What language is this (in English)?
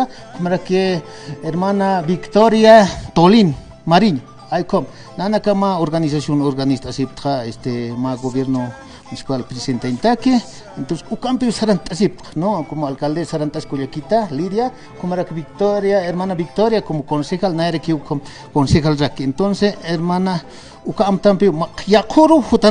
Aymara